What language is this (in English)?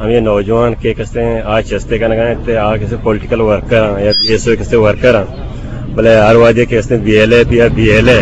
Eastern Balochi